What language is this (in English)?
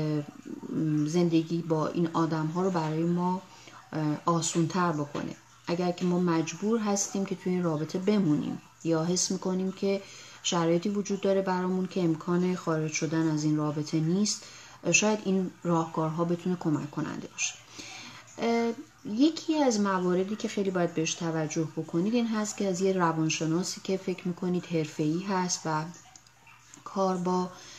Persian